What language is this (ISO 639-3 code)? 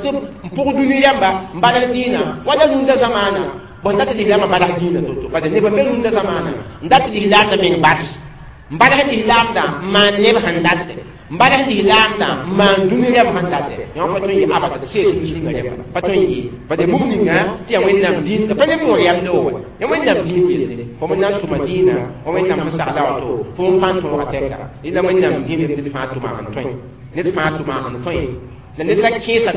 mos